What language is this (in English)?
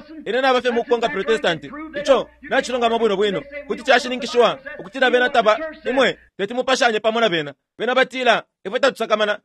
Bemba